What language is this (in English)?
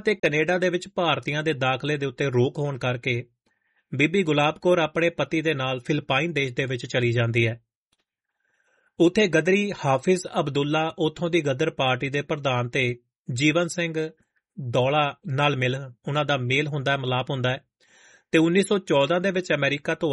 Punjabi